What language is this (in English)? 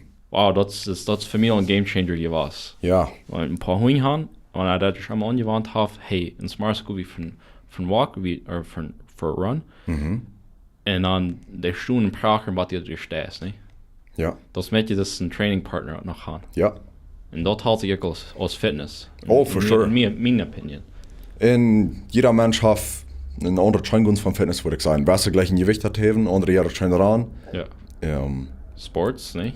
Plautdietsch